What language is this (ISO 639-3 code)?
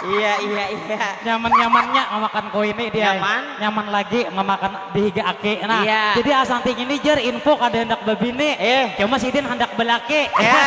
bjn